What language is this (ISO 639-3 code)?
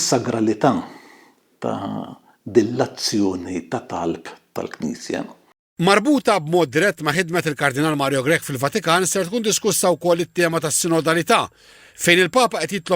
mlt